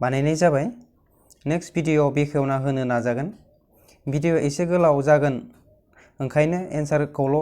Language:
Bodo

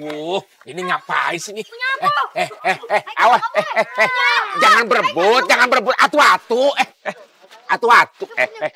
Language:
Betawi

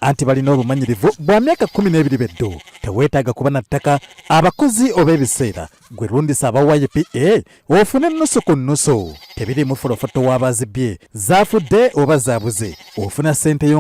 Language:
Ganda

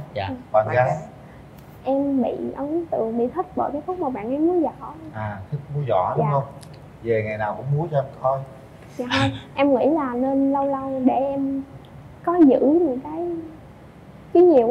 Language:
Vietnamese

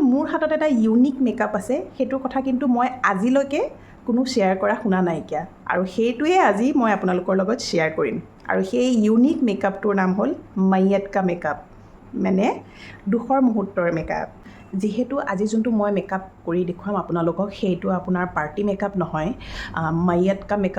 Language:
Assamese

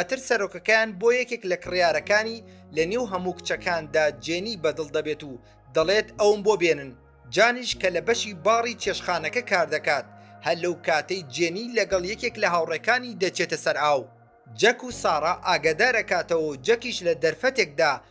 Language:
Central Kurdish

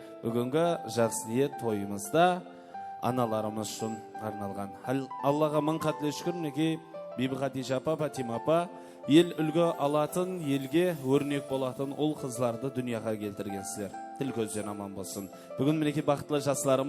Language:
Kara-Kalpak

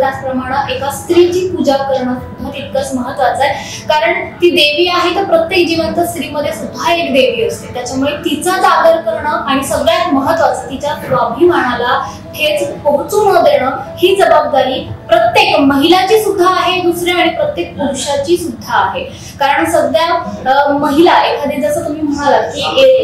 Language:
Marathi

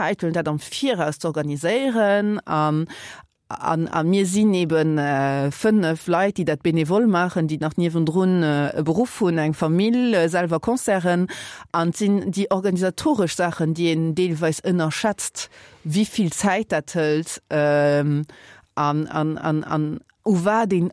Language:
Luxembourgish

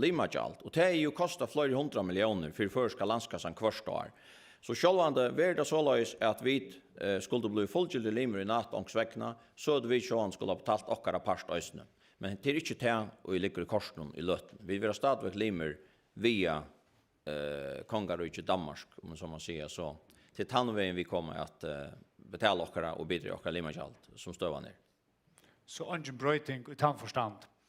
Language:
Faroese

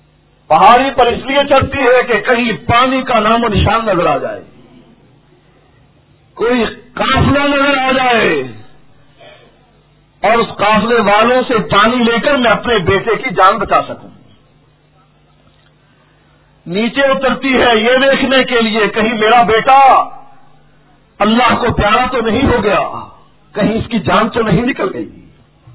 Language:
Urdu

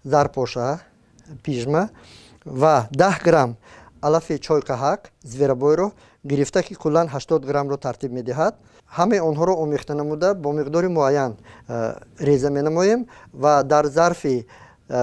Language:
Tajik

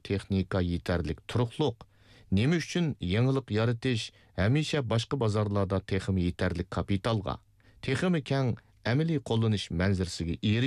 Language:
Uyghur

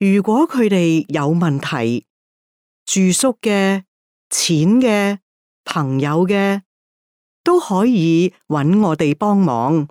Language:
Cantonese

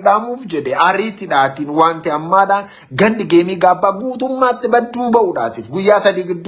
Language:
Oromo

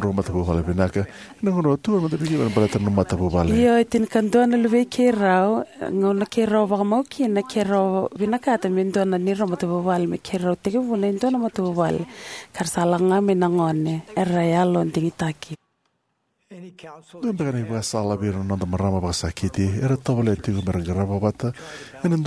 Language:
Fijian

